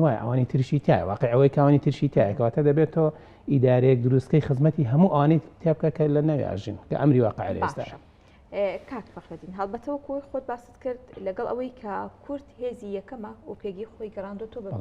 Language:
Central Kurdish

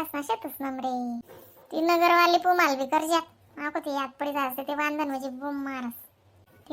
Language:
Khandesi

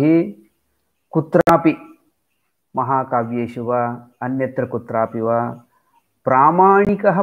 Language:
Sanskrit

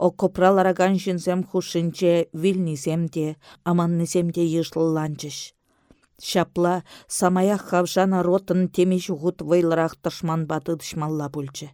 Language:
Chuvash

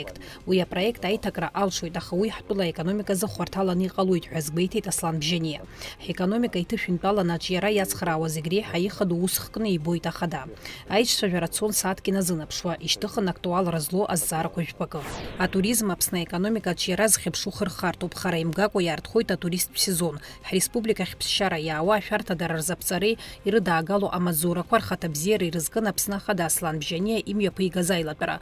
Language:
Abkhazian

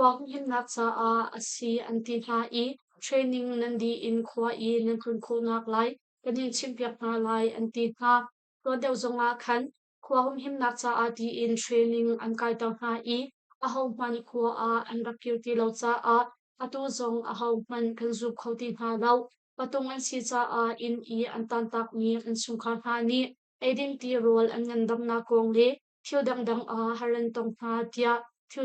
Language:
Hakha Chin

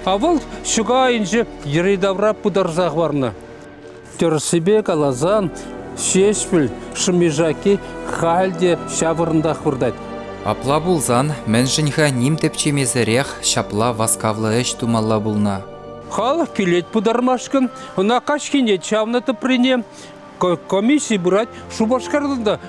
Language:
Chuvash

